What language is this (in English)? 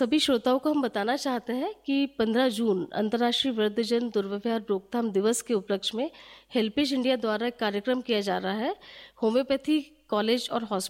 Hindi